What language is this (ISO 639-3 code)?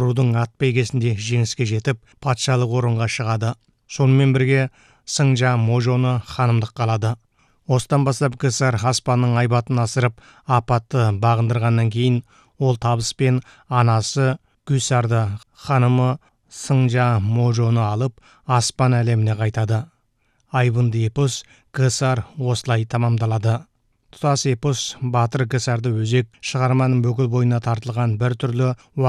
kaz